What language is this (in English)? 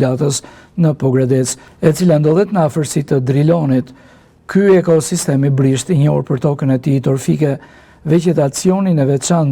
Albanian